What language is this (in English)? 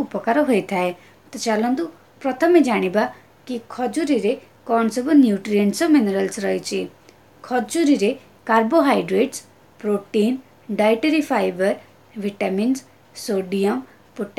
Odia